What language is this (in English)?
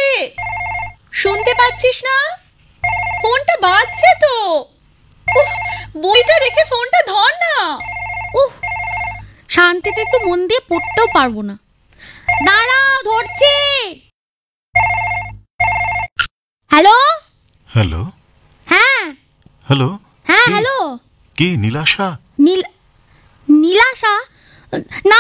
Bangla